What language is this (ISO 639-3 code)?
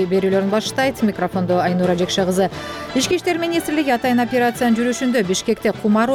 kir